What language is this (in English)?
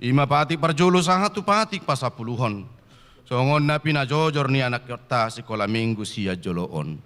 Batak Toba